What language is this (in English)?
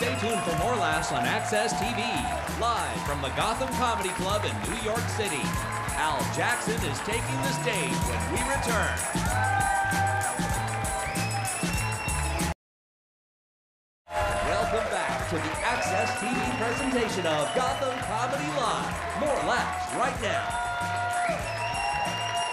English